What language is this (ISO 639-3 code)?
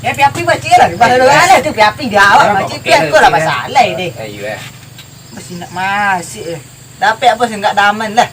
min